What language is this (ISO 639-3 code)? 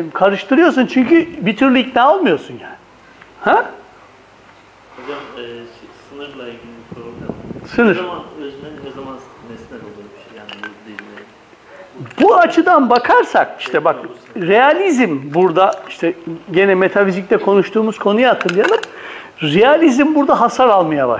tur